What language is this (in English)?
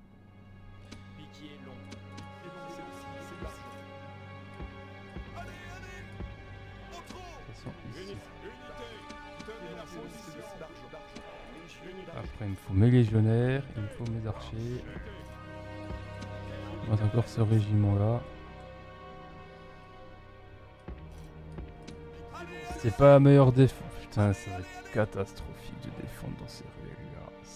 French